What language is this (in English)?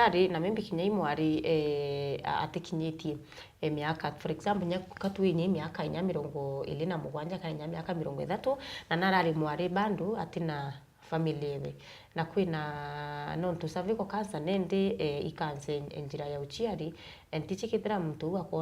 Meru